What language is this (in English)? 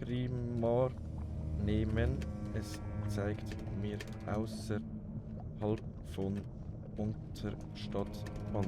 Swiss German